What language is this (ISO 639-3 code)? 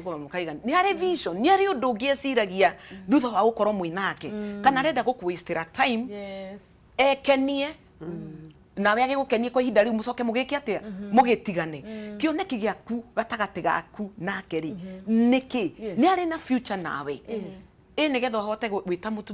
kik